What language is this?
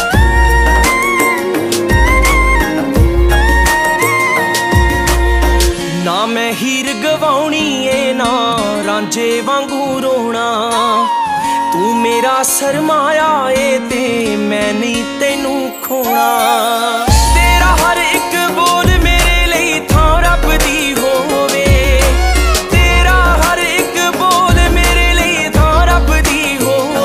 Punjabi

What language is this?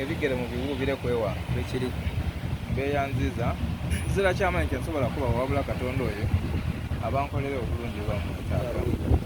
Soga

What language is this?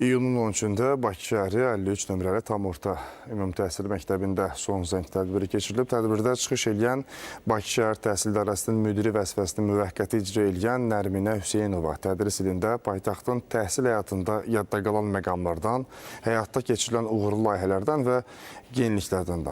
Azerbaijani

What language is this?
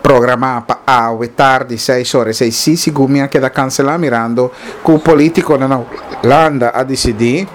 Papiamento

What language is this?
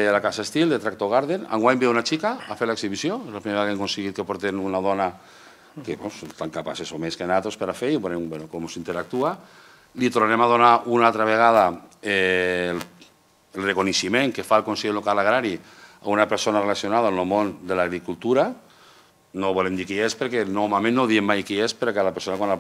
Catalan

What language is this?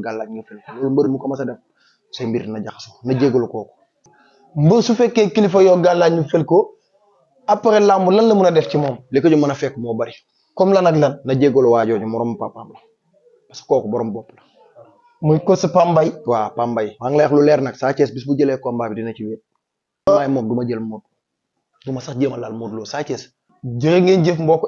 Wolof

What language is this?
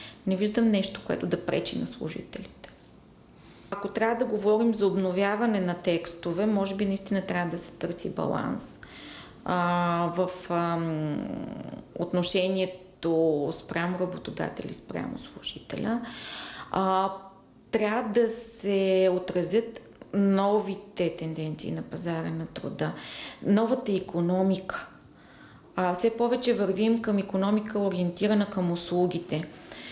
Bulgarian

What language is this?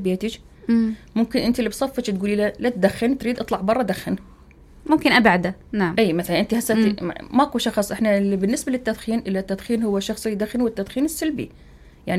Mesopotamian Arabic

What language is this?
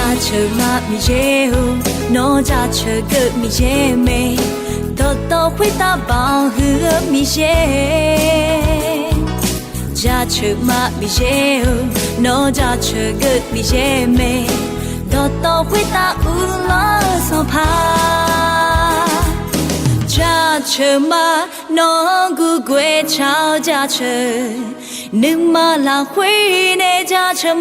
Akha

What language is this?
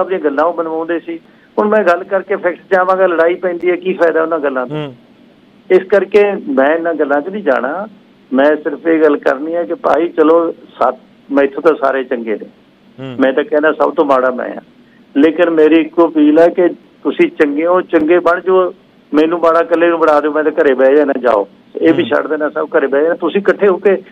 Punjabi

